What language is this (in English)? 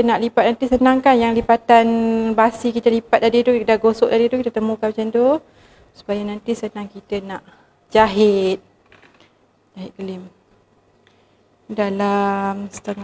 Malay